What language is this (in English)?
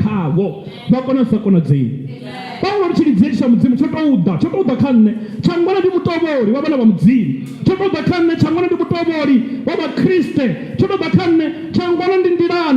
Venda